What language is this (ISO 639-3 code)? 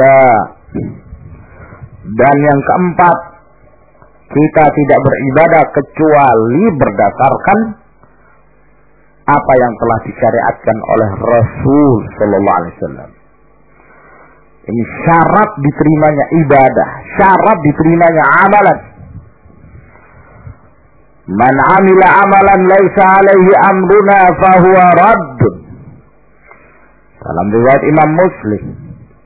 ind